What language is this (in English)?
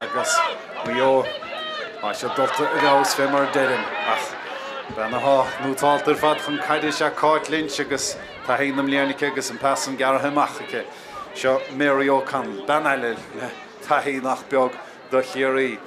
Irish